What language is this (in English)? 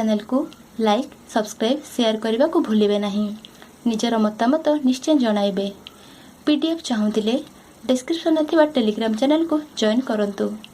Odia